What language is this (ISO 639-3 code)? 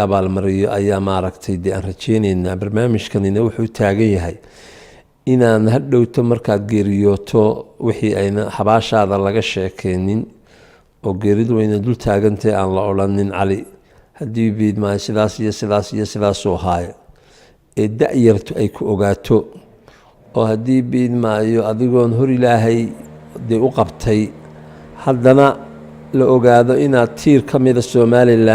som